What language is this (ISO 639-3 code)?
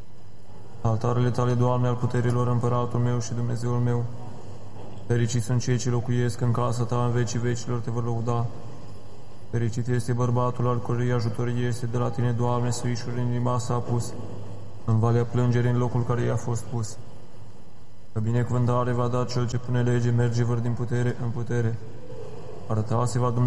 ron